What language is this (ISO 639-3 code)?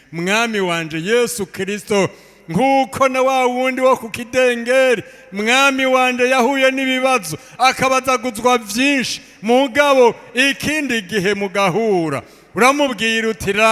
run